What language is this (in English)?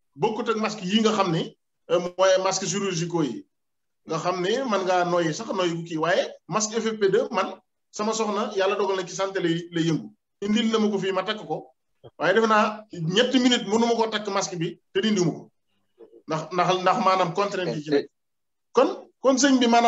Wolof